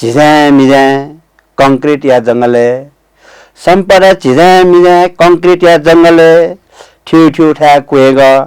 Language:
Newari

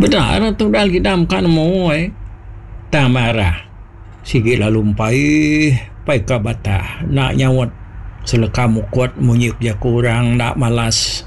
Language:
Iban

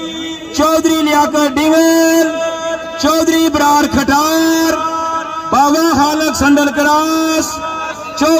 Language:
Pahari-Potwari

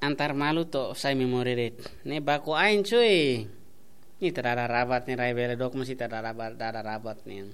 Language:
Tetum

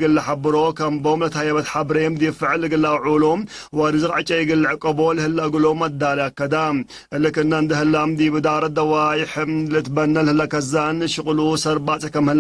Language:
Tigre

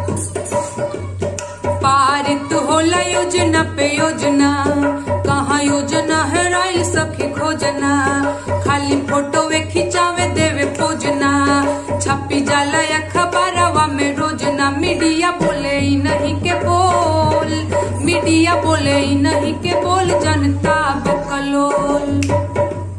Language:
Bhojpuri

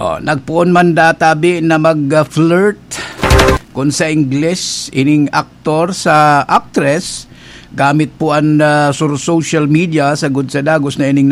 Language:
Bikol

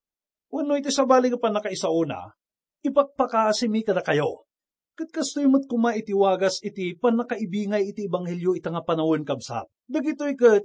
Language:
Iloko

